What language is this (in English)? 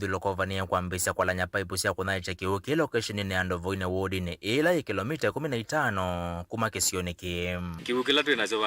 Kamba